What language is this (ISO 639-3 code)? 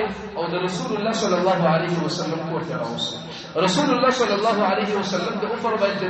pus